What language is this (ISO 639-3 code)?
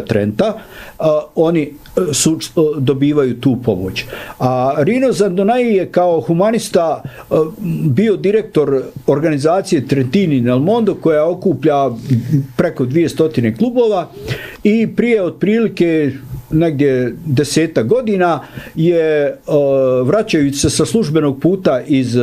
bos